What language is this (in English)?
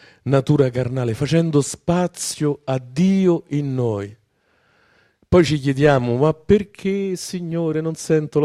Italian